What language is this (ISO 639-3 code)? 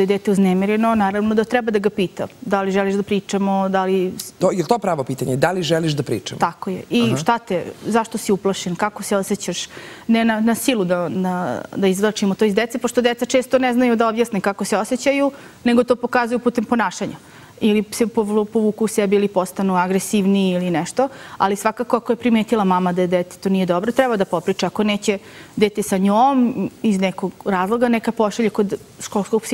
srp